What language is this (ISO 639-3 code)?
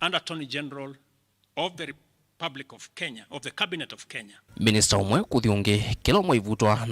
kam